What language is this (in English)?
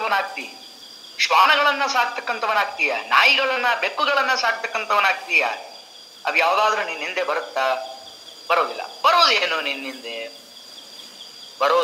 Kannada